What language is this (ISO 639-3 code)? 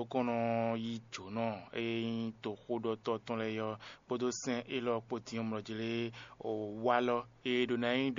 fon